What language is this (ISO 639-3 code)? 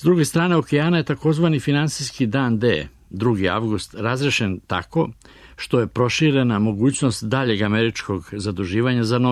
srp